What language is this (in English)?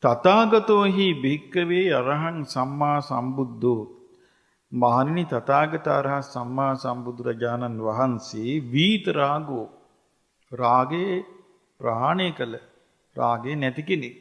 Sinhala